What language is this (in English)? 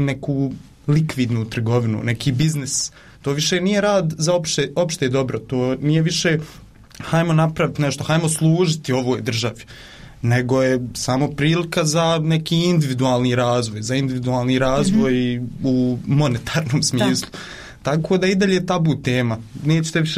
Bosnian